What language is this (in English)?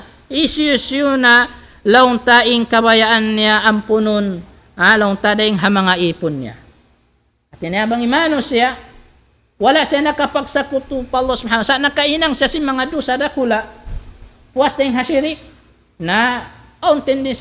Tausug